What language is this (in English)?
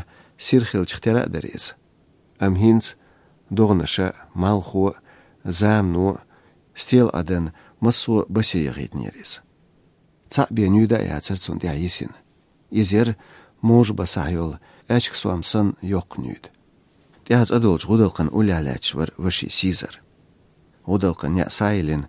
Chechen